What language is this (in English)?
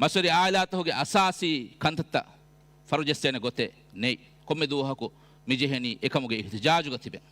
Divehi